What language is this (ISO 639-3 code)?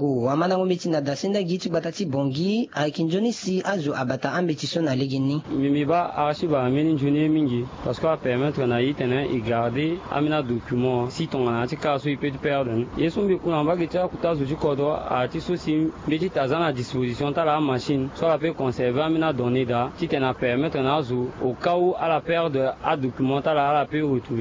sag